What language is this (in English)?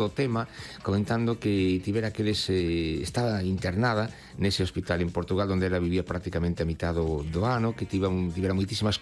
Galician